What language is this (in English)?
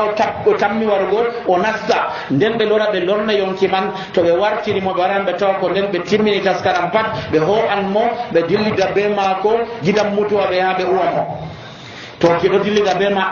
Nigerian Fulfulde